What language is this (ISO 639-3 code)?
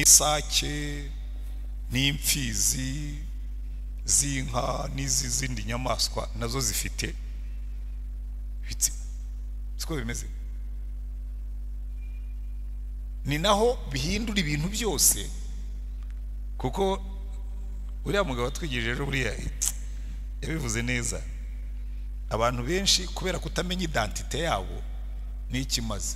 kin